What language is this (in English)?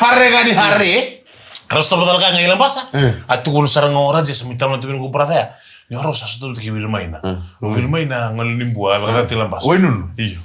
Fijian